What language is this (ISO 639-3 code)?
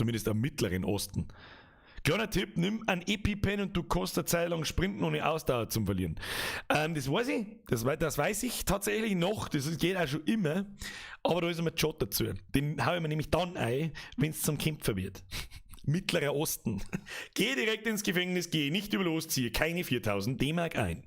bar